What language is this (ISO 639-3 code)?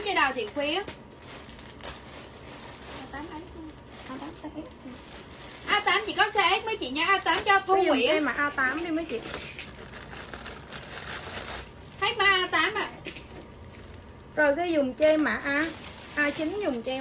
vie